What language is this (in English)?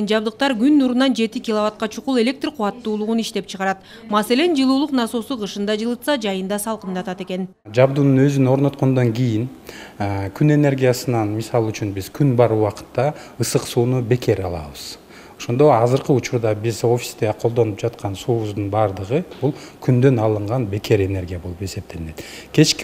Kyrgyz